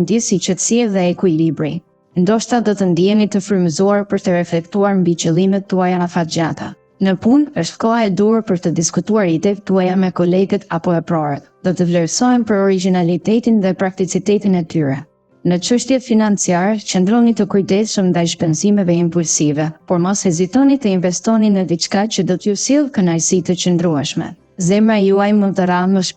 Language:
Albanian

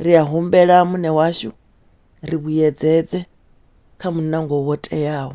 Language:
Venda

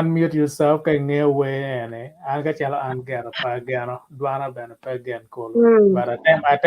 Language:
Acoli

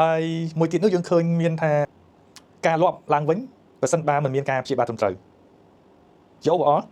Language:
Khmer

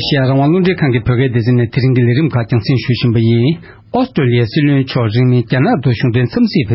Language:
Tibetan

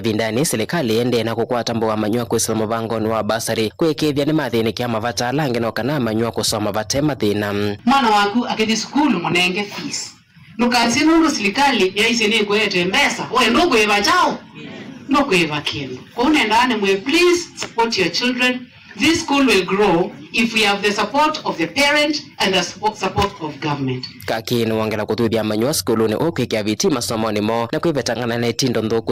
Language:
Kamba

